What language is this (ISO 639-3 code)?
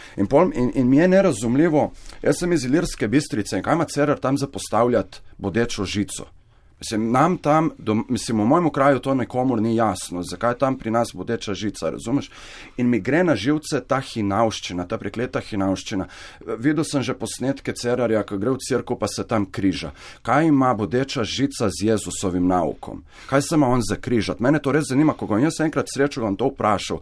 slv